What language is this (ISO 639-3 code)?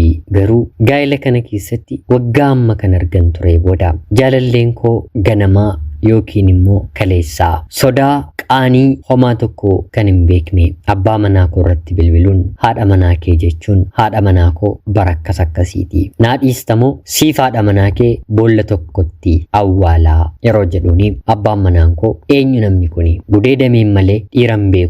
orm